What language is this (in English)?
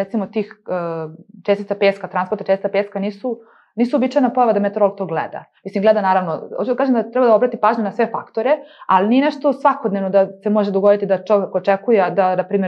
Serbian